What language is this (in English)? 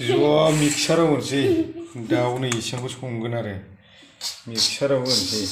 Bodo